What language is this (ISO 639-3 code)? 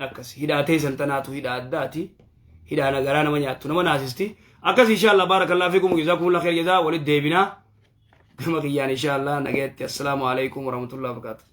orm